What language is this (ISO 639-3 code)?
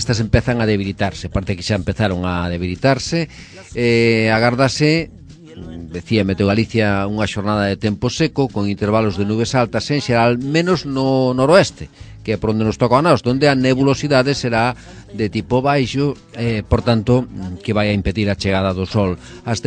glg